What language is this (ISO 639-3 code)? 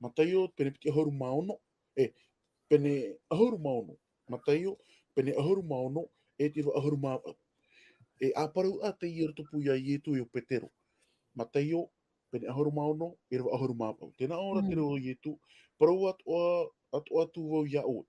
tah